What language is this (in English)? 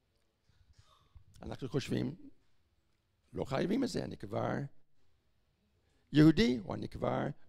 Hebrew